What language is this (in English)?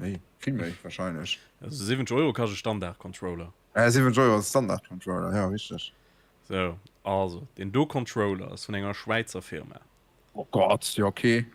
Luxembourgish